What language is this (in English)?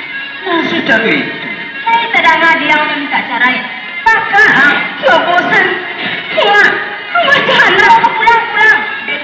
Minangkabau